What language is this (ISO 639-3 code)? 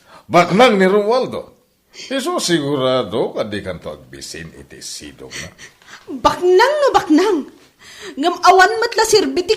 ilo